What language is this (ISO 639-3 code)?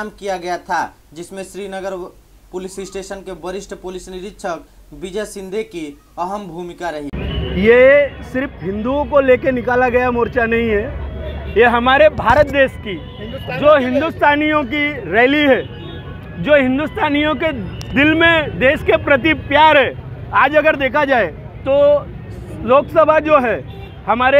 hin